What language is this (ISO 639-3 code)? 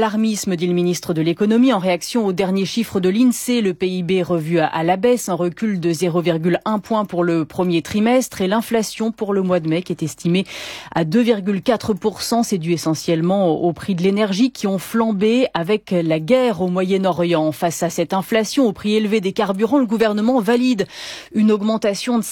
fra